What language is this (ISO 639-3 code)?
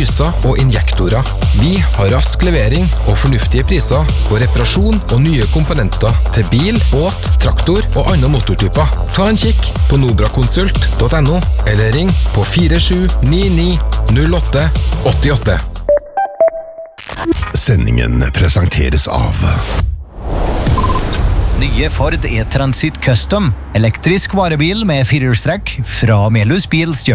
nor